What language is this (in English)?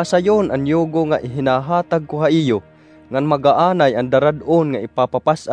Waray